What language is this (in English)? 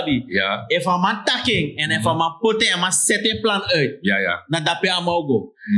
Sranan Tongo